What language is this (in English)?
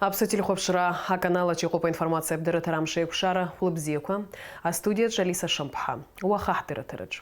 Abkhazian